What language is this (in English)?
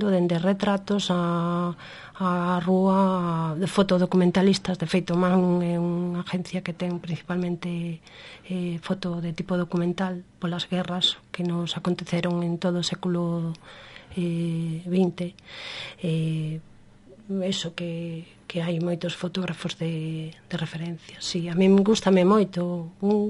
Galician